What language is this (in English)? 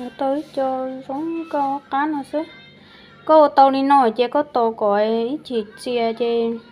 Hmong